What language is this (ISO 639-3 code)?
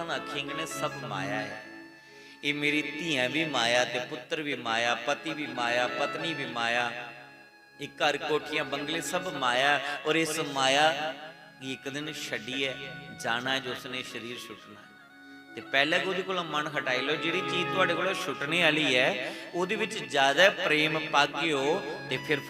doi